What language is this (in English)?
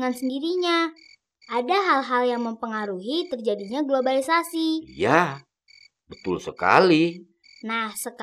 Indonesian